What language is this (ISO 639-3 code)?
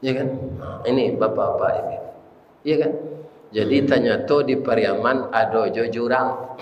min